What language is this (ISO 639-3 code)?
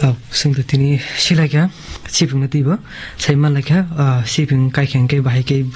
trp